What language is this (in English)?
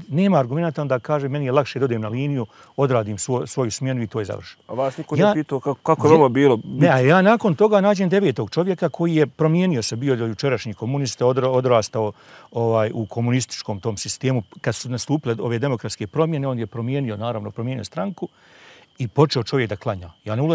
Bosnian